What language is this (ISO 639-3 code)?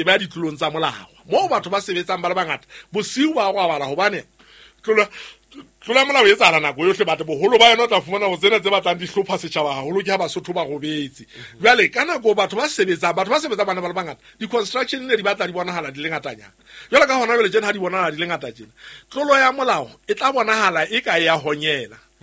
sot